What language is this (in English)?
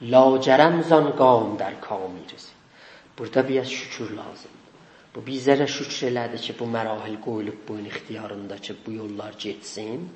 South Azerbaijani